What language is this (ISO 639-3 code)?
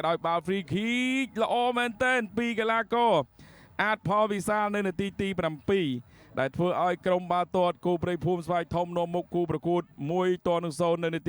khm